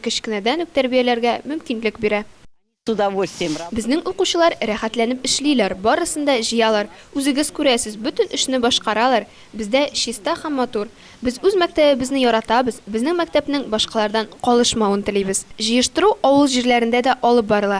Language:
Tatar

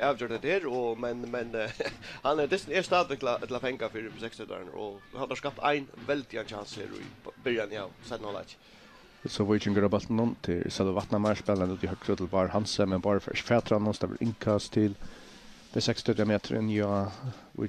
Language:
Faroese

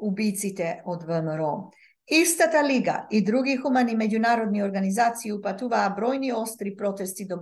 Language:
Macedonian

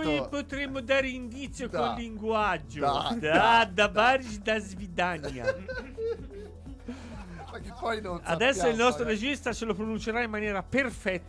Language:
Italian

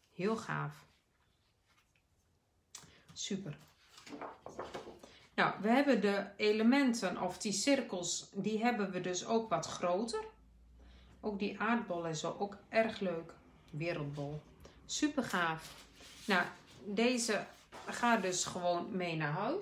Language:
Dutch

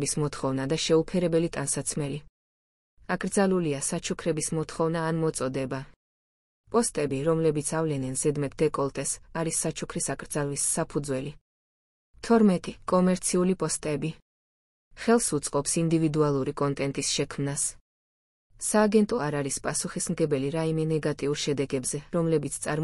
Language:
Georgian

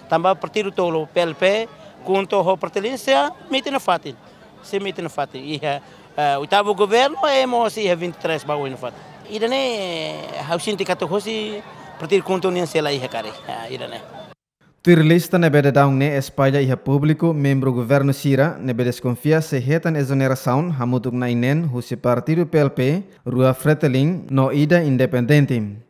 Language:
Tetum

